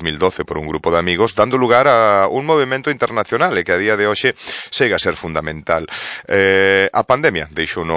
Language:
Galician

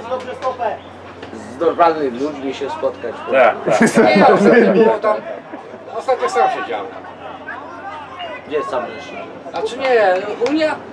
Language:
Polish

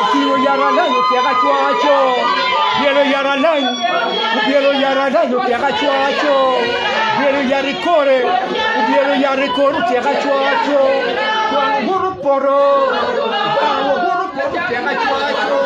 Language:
Acoli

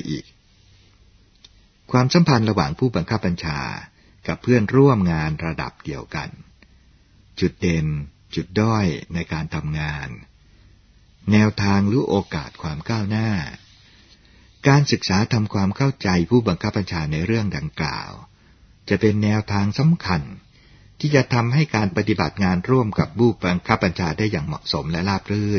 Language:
Thai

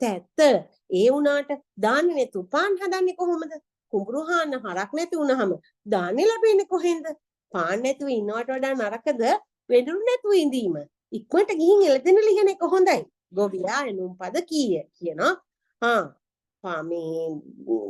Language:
Sinhala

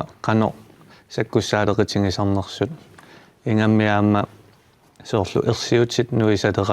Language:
Kalaallisut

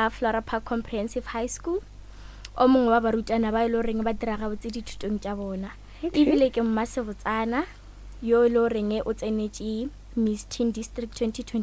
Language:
Northern Sotho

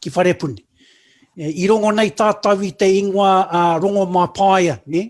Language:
Māori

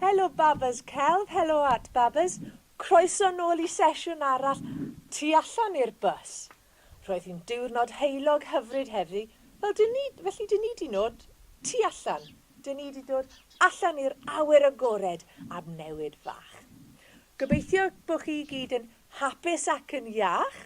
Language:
Welsh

